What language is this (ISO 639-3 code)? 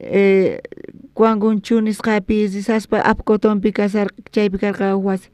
quh